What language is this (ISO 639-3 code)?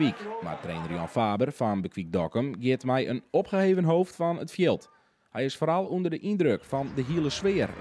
fry